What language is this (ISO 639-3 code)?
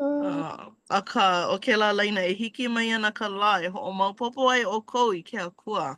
haw